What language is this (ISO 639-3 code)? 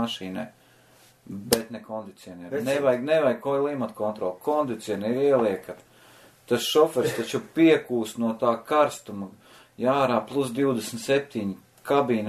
lav